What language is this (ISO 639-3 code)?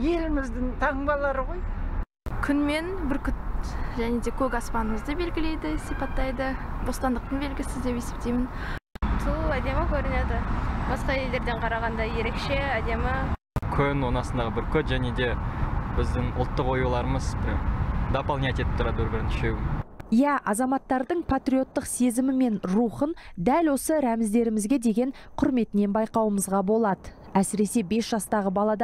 kaz